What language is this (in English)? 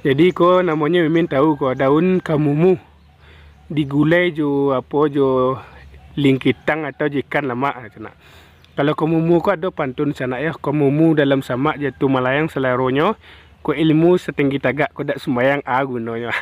Minangkabau